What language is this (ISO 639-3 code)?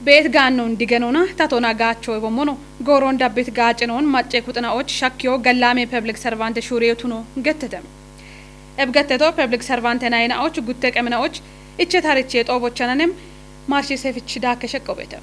kbr